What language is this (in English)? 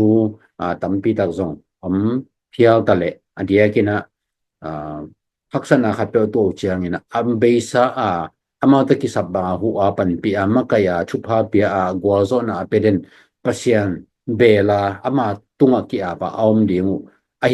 Tedim Chin